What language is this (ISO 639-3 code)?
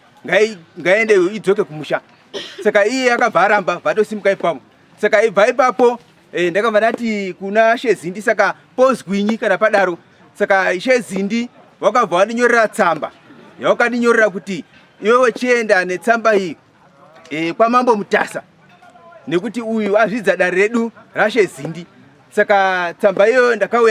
sna